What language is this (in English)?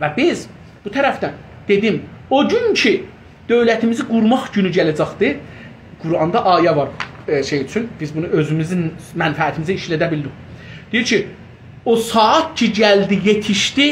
South Azerbaijani